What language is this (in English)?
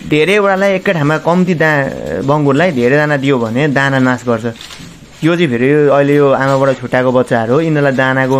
Nepali